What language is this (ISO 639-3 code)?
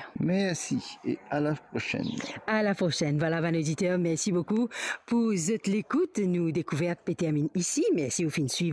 mfe